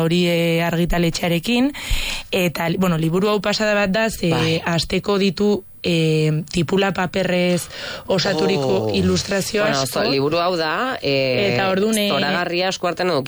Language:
Basque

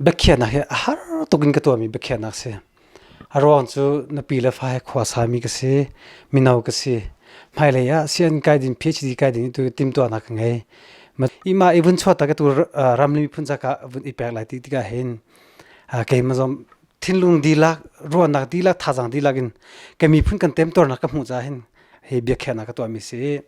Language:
Hakha Chin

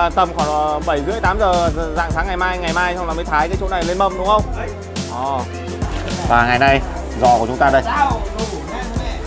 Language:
Vietnamese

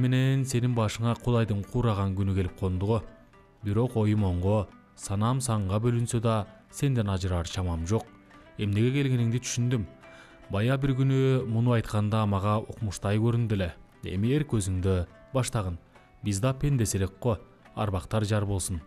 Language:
Kyrgyz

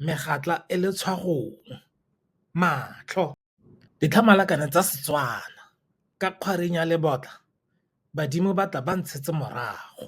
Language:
Tswana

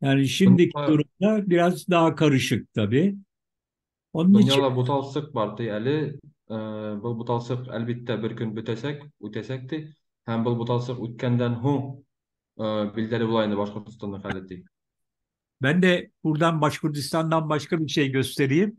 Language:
Bashkir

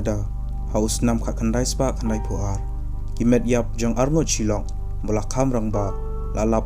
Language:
Khasi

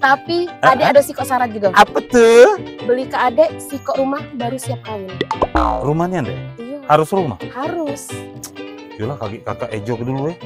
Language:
Musi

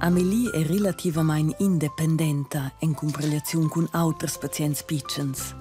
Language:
Romansh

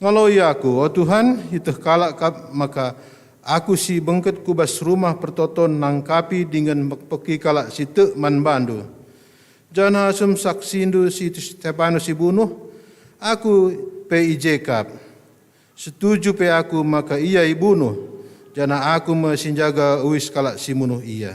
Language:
Batak Karo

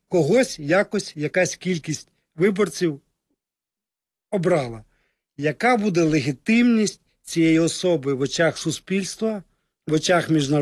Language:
Ukrainian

